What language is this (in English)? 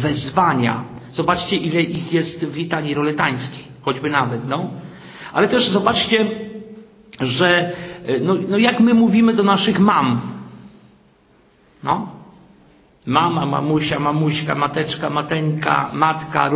Polish